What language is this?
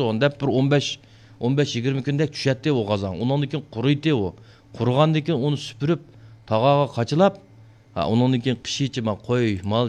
Uyghur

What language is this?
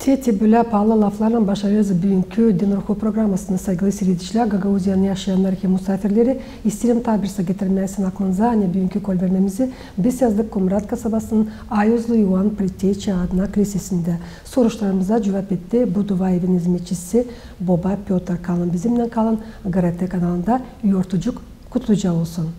Gagauz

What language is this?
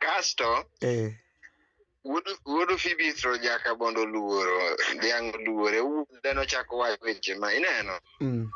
Luo (Kenya and Tanzania)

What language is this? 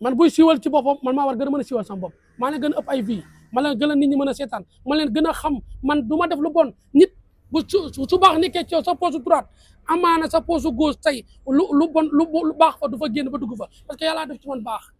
Wolof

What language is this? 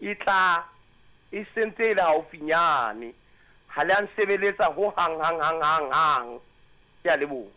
Southern Sotho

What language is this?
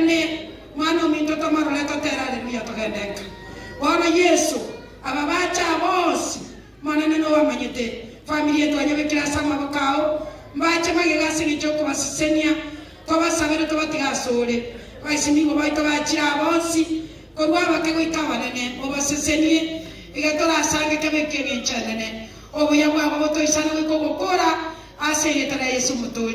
Gusii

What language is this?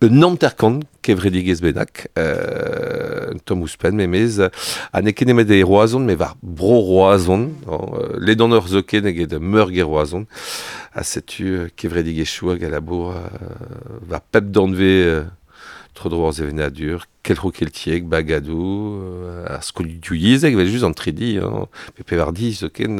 Breton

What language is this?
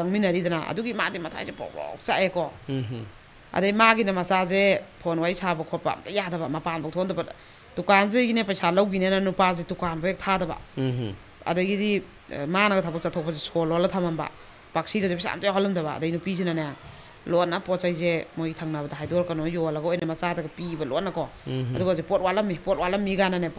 Manipuri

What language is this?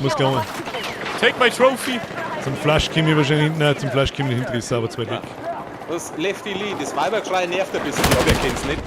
Bavarian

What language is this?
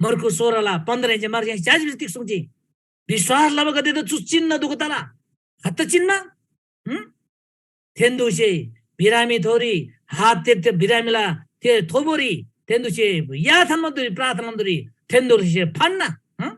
Eastern Tamang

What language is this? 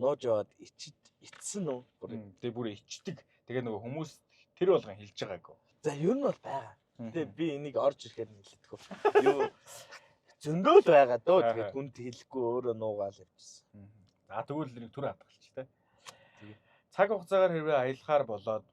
Mongolian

